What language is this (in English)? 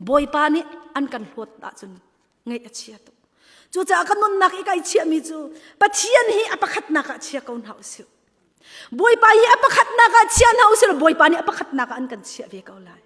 Hakha Chin